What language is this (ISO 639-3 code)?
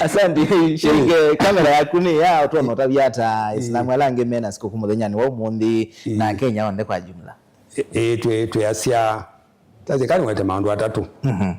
kam